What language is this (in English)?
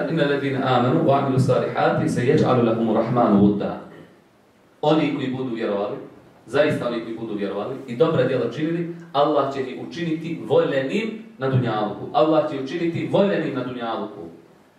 Bosnian